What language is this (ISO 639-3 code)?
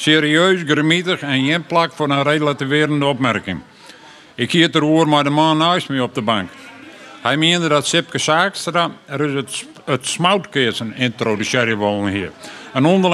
fry